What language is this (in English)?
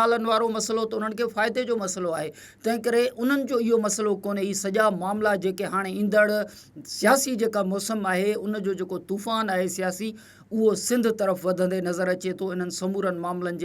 Sindhi